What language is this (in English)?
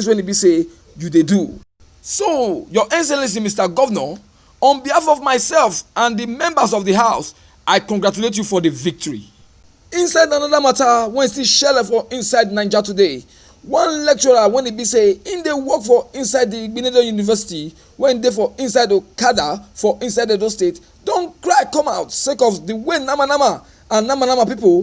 Nigerian Pidgin